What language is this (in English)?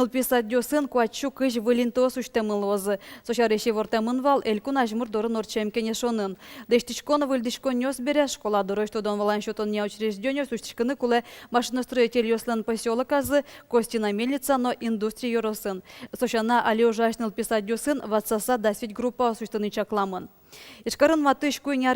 Udmurt